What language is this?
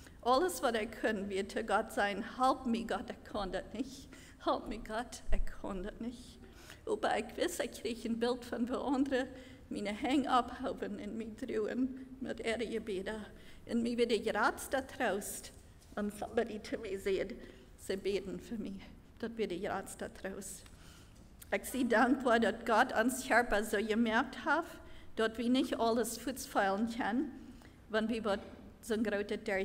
Plautdietsch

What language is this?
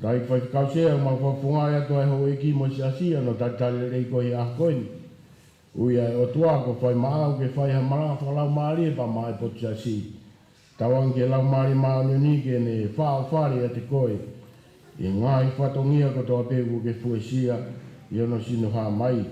Tongan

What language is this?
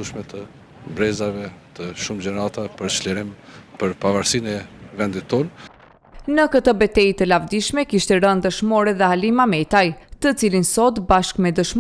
Albanian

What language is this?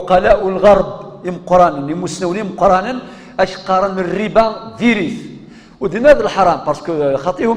Kabyle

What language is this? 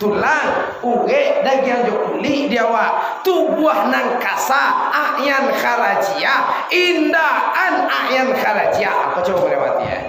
Minangkabau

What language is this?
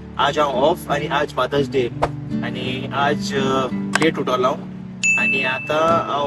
Konkani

